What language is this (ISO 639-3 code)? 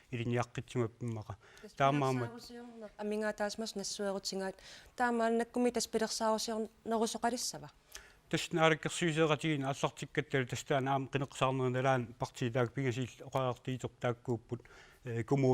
kal